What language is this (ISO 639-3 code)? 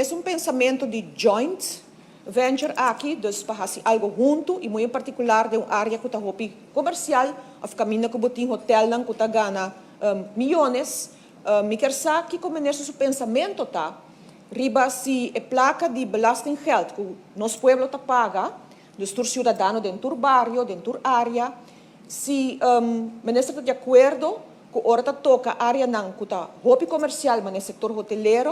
pap